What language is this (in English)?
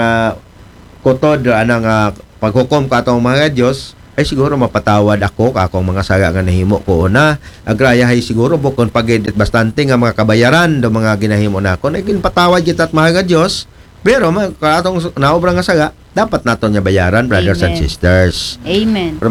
Aklanon